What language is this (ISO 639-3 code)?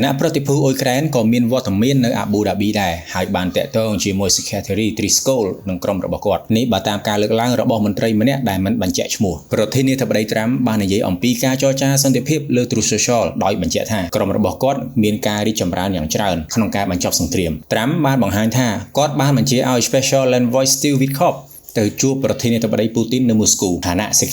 khm